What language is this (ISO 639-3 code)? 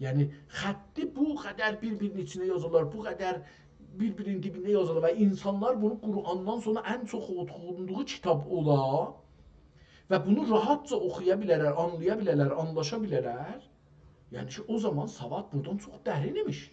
azb